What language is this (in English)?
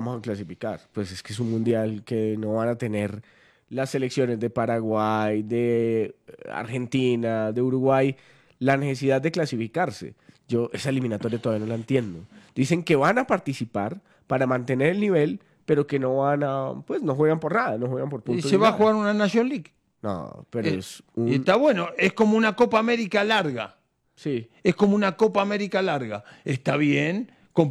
Spanish